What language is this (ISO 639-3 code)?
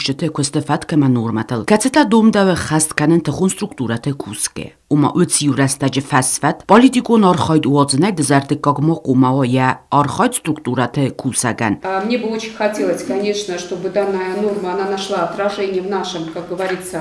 oss